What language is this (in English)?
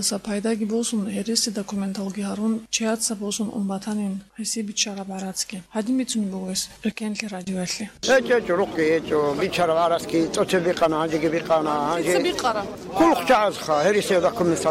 Avaric